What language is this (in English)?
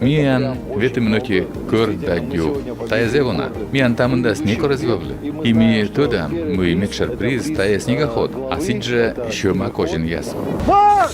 Komi